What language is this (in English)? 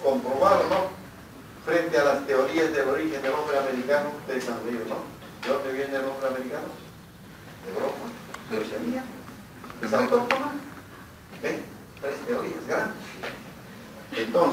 Spanish